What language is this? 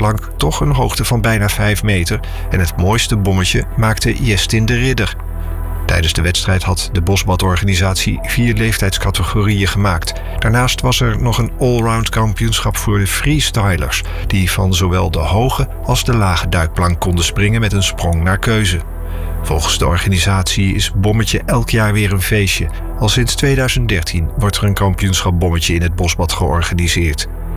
Dutch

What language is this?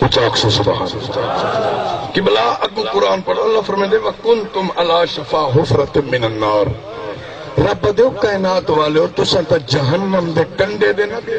Saraiki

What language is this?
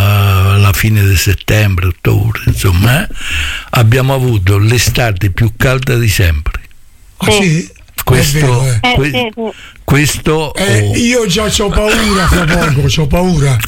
Italian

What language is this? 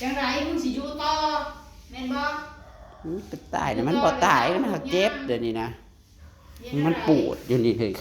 Northeastern Thai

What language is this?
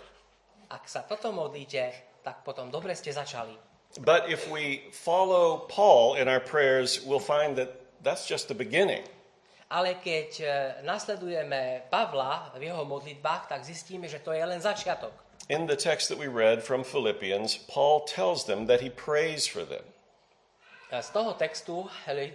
Slovak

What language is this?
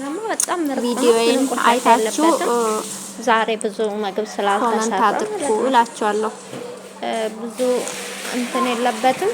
Amharic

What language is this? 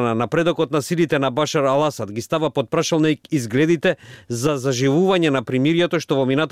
Macedonian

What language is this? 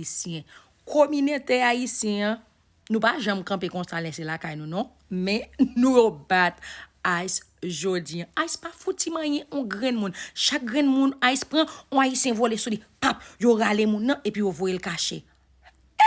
Haitian Creole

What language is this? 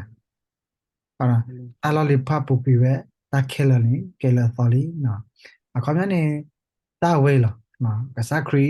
S'gaw Karen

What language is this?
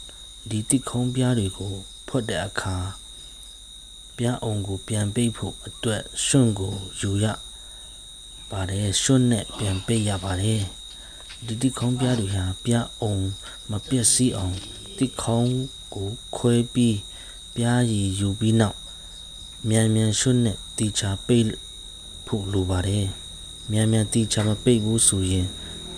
Burmese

